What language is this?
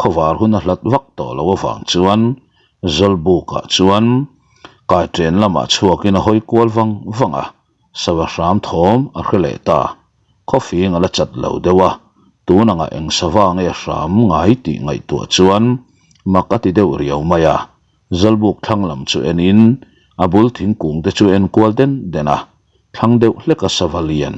Mizo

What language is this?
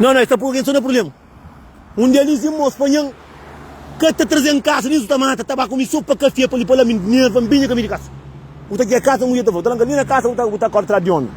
Kabuverdianu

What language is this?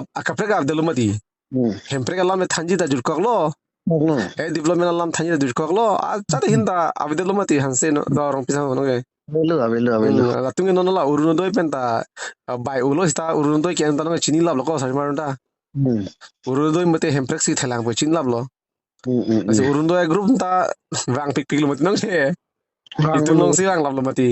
Karbi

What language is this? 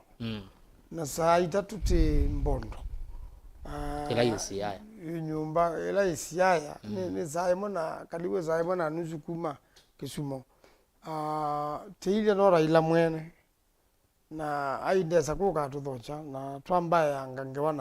Kamba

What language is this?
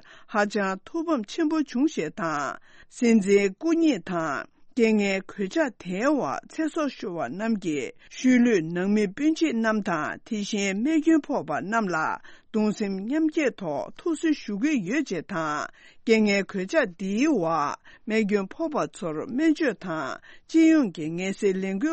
Tibetan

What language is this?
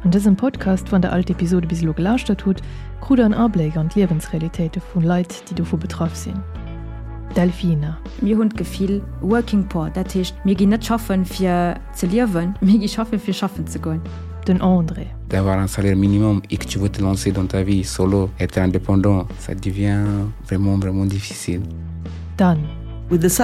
Luxembourgish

